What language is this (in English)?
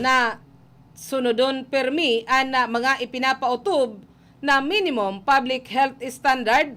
Bikol